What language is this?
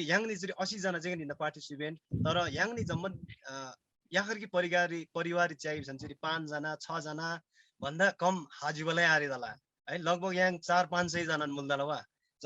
Eastern Tamang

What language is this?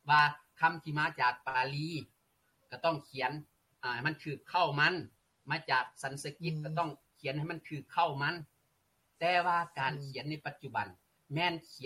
Lao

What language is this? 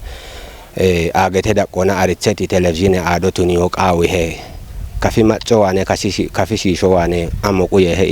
Kafa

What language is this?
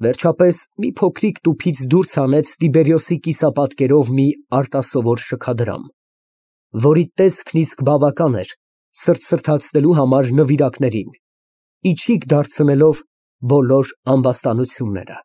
Armenian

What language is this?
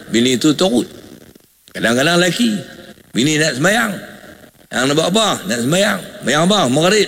Malay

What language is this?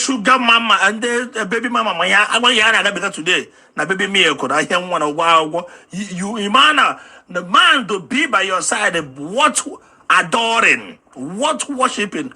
Igbo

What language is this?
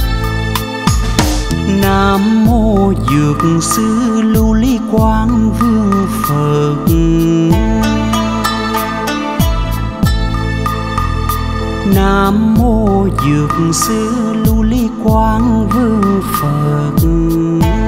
Vietnamese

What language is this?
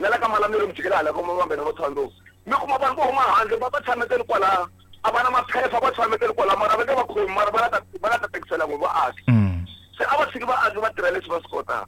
Tsonga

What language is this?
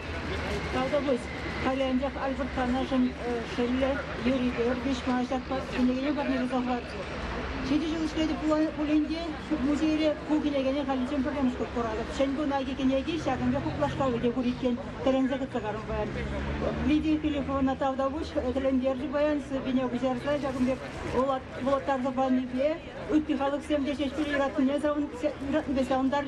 Chuvash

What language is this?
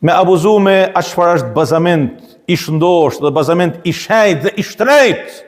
Albanian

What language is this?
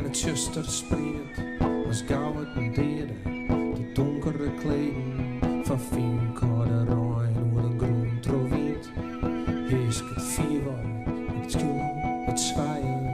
Western Frisian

